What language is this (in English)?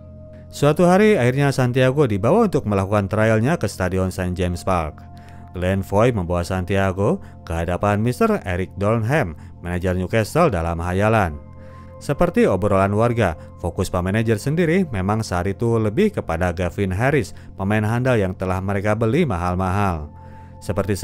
Indonesian